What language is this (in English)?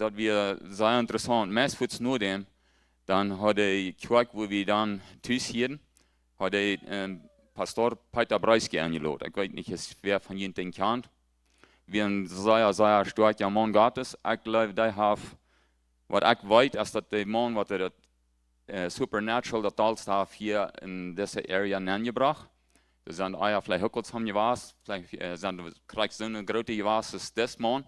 Plautdietsch